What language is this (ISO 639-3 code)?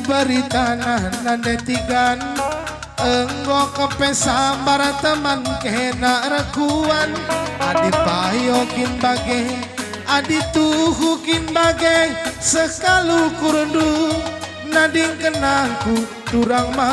btx